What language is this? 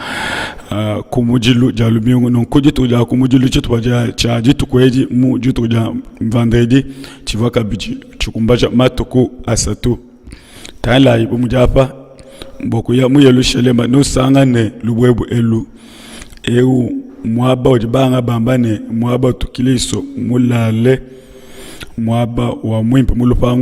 Luba-Lulua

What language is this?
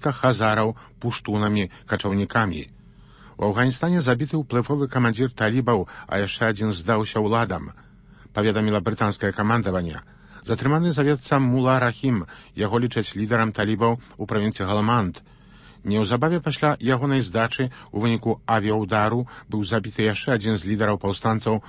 Belarusian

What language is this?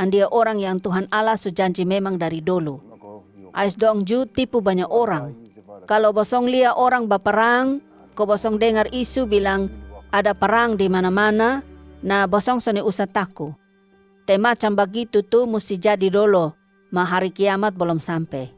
Kupang Malay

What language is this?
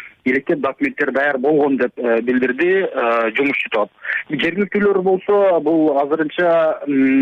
Kyrgyz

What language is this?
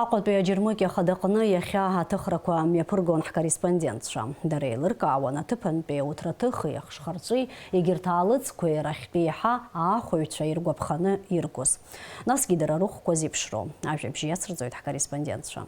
Abkhazian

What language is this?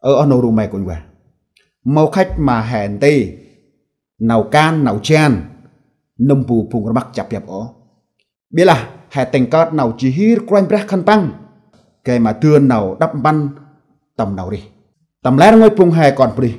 Central Mnong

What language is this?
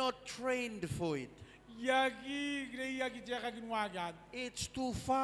Gilbertese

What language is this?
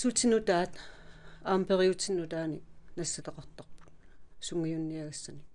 Kalaallisut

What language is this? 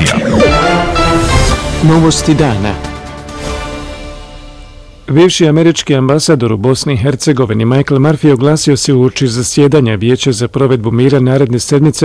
Bosnian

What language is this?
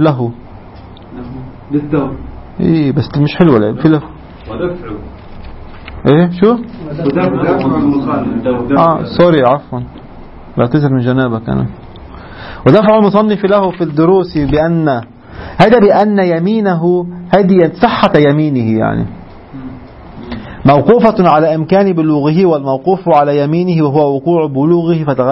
Arabic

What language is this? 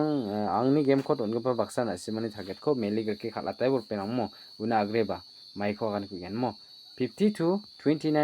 Garo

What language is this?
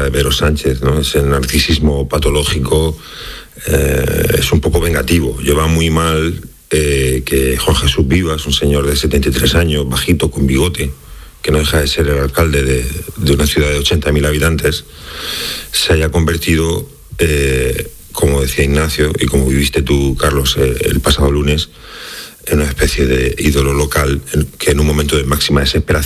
Spanish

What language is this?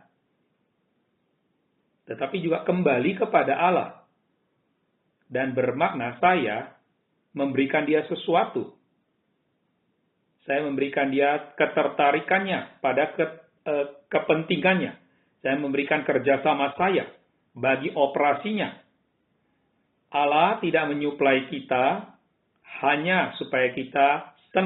Indonesian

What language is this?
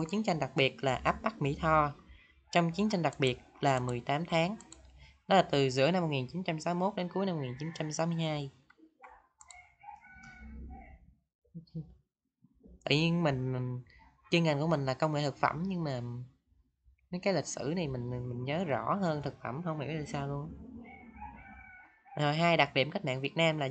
Vietnamese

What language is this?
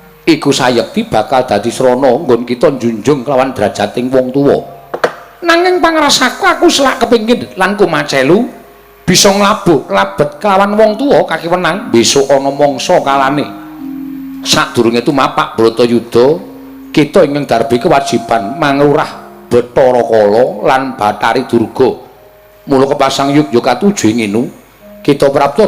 Javanese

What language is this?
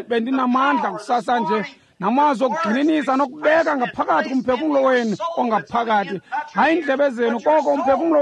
Xhosa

